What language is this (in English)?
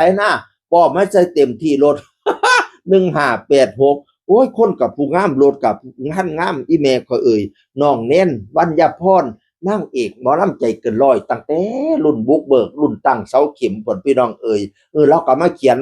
Northeastern Thai